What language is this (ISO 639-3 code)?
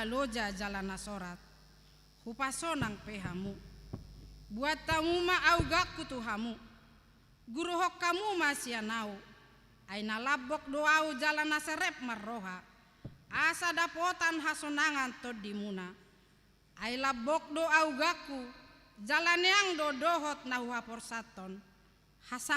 bbc